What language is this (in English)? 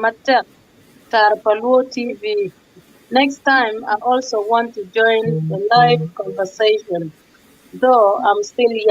Acoli